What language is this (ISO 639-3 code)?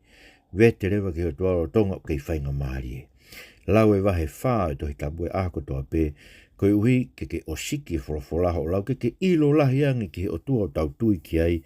ton